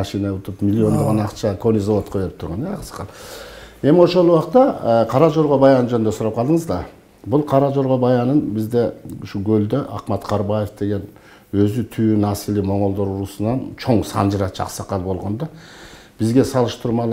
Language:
Kyrgyz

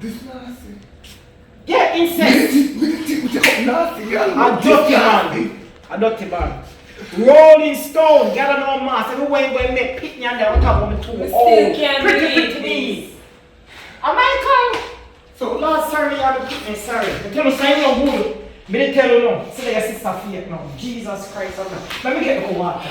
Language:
Jamaican Creole English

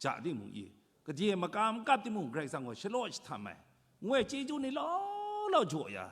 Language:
Kachin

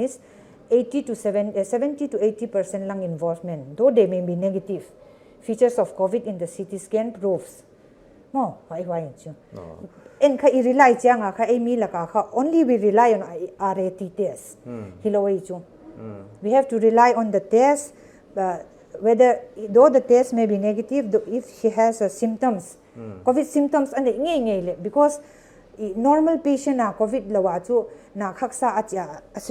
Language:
Paite Chin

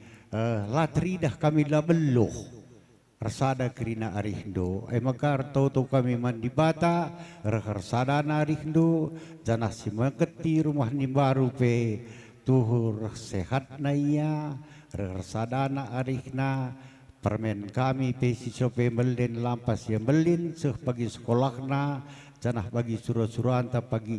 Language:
Batak Karo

